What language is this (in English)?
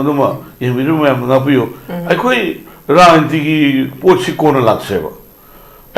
Manipuri